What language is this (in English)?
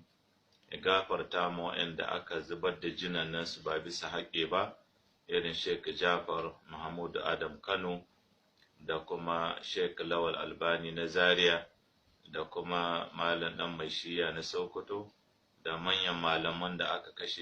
Hausa